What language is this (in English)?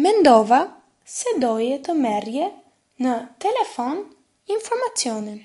Albanian